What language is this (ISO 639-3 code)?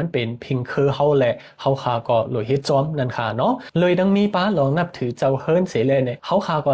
shn